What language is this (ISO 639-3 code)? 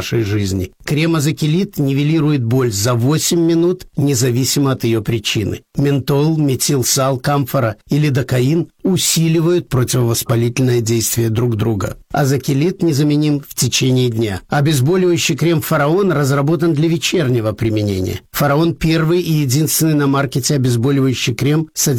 rus